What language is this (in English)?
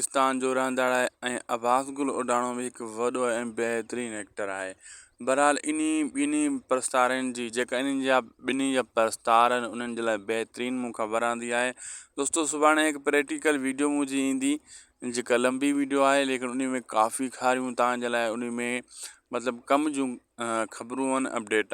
Sindhi